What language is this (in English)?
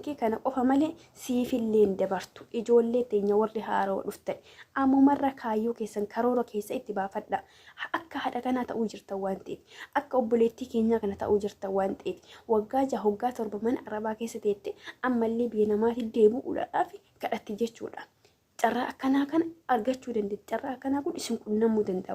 Oromo